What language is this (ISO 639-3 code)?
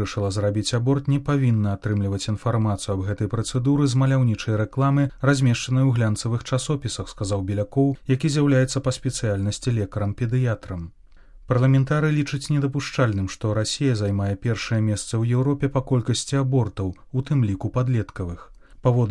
bel